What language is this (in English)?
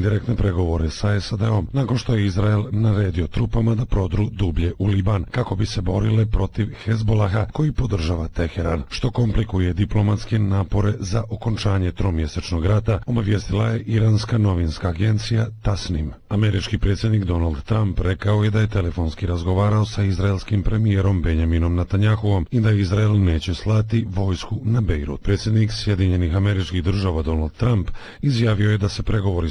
Bosnian